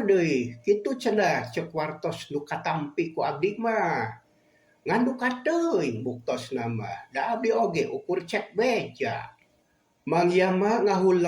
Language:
Sundanese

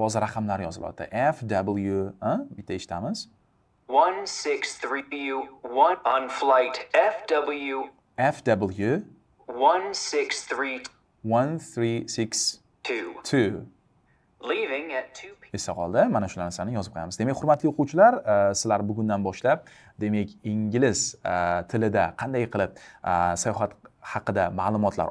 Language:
Uzbek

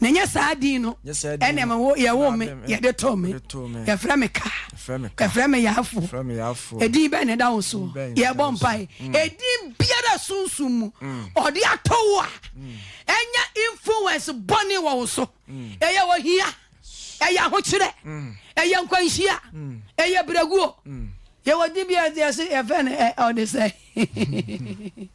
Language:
Akan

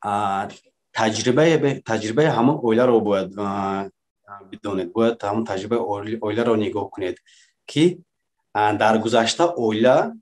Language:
Tajik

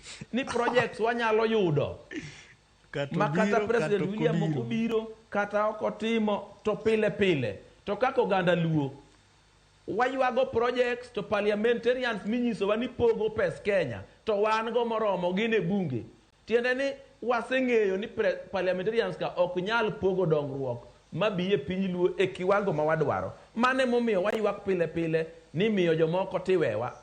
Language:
Luo (Kenya and Tanzania)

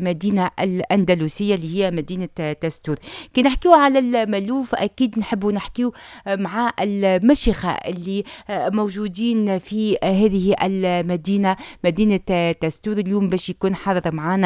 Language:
Tunisian Arabic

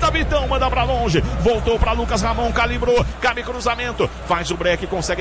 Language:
Portuguese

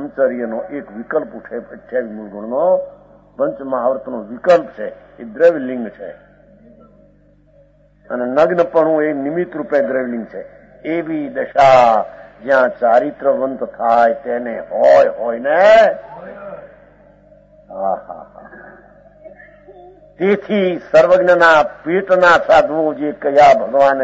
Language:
Gujarati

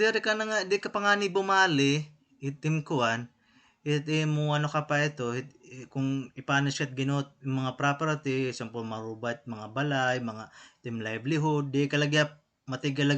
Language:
Waray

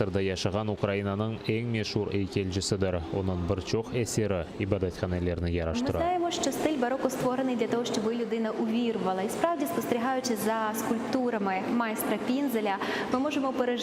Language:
Crimean Tatar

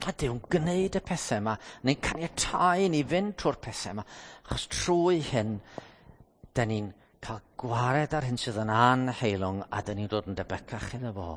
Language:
Welsh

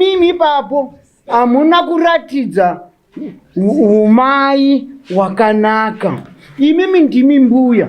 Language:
Shona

